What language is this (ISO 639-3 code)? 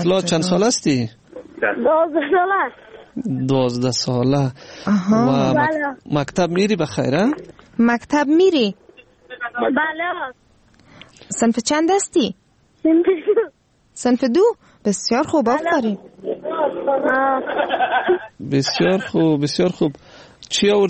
fas